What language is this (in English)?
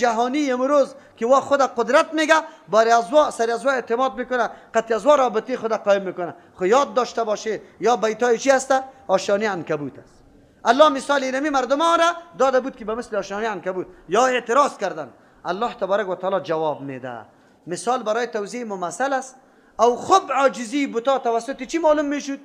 Persian